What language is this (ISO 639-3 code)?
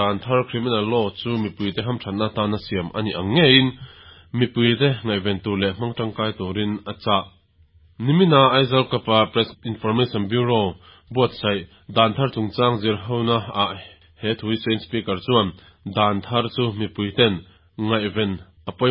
lus